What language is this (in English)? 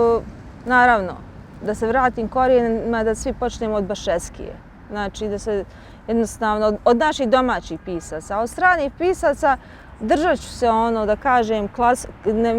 Bosnian